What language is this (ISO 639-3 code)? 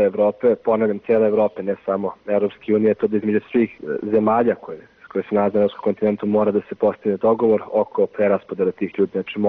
srp